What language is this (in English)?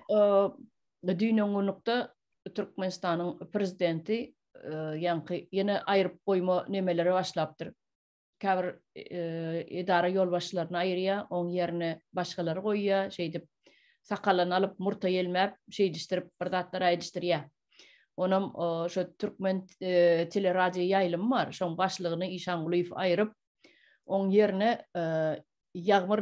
Turkmen